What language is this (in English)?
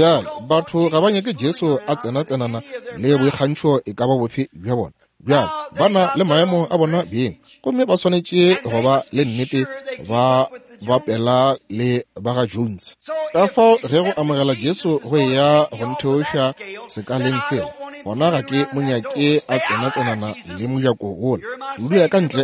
Northern Sotho